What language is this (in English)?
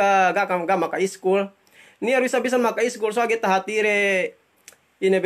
Yakan